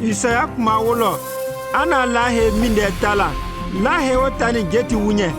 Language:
Konyanka Maninka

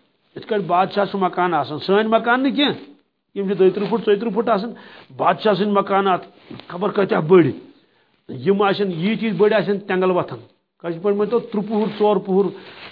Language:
Kashmiri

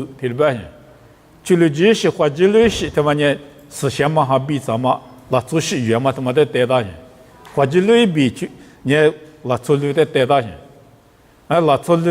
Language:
Lisu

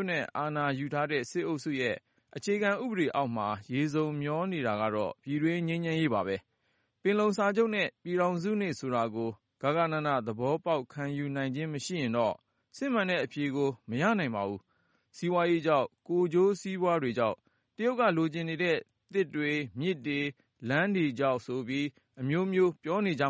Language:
Burmese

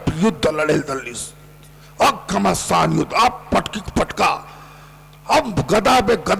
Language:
Chhattisgarhi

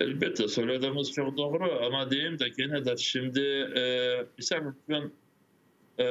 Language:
Crimean Tatar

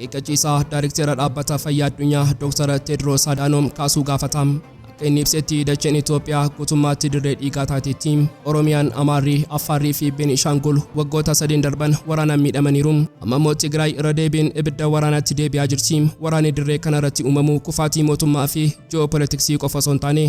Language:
Oromo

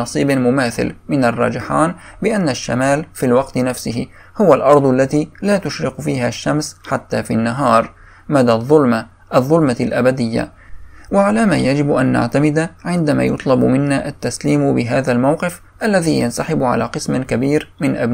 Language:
Arabic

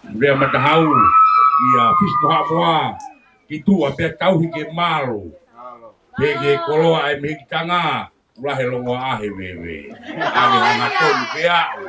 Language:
Tongan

